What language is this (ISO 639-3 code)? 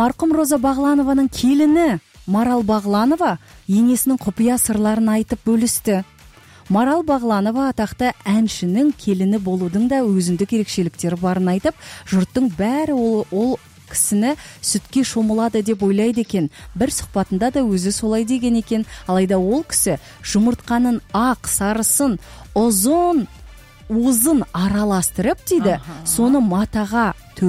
kaz